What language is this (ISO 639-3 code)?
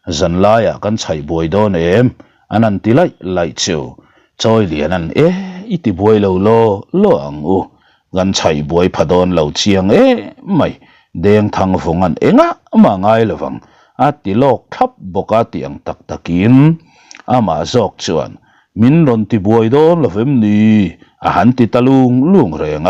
lus